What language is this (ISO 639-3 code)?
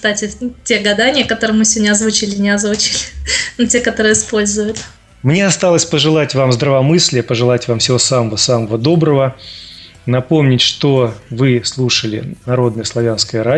rus